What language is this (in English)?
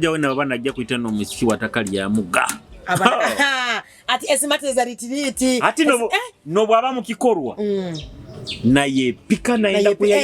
Nyoro